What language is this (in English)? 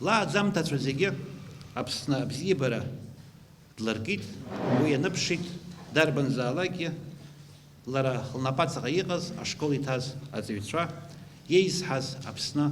Abkhazian